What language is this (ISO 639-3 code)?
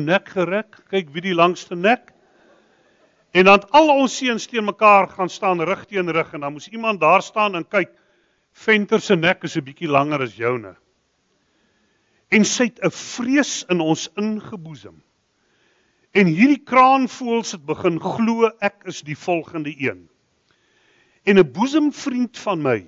afr